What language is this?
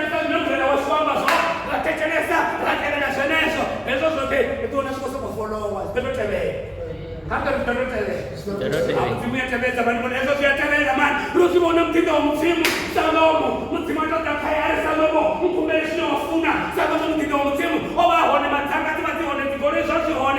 Venda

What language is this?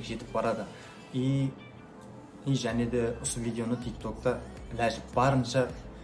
Kara-Kalpak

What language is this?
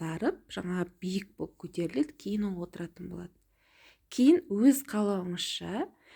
Kazakh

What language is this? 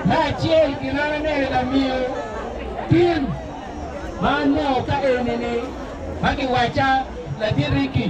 Acoli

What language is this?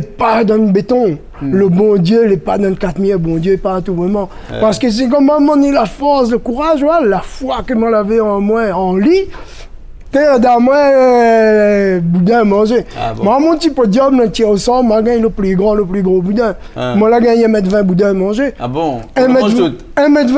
Réunion Creole French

